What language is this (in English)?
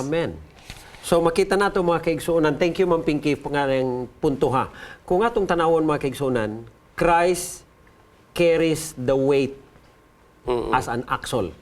Cebuano